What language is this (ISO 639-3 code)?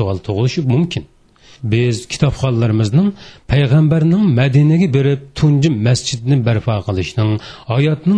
uig